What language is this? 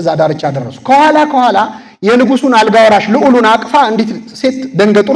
Amharic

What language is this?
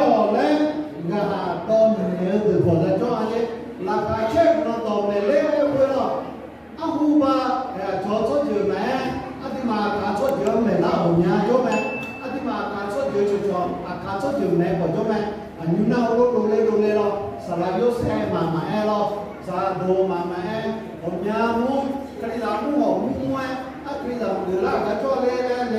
Akha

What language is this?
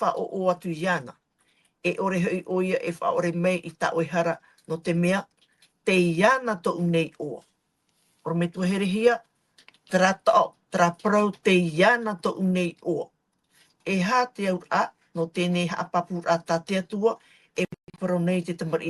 Tahitian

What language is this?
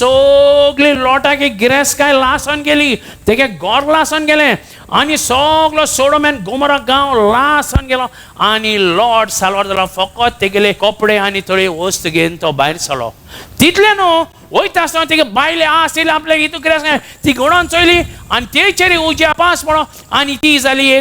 Konkani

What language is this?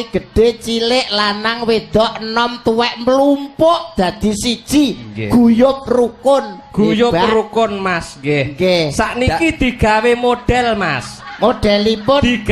Javanese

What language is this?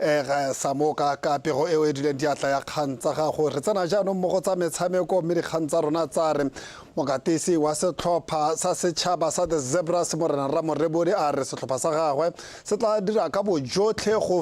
Tswana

